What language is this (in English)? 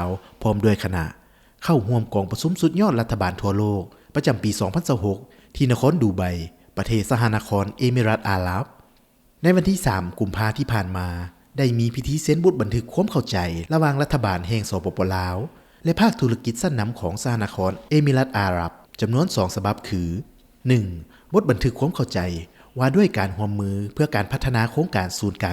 Lao